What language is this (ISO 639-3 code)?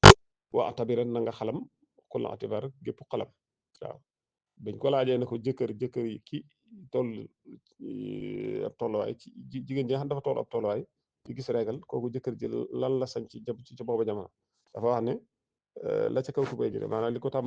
wol